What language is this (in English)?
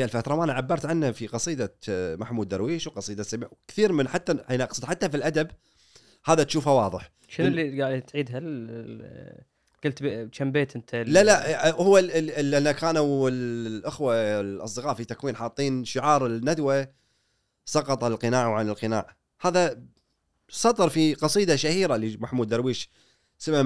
Gulf Arabic